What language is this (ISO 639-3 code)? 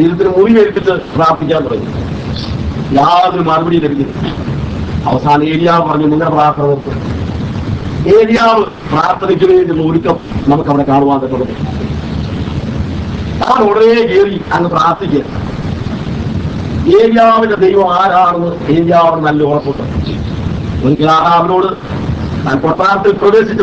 mal